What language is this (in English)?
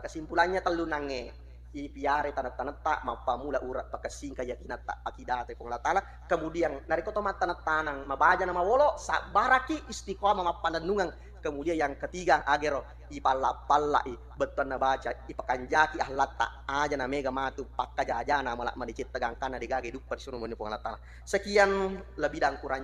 Buginese